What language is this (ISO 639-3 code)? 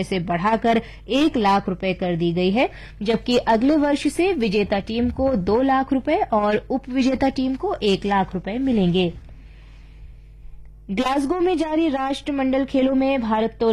hin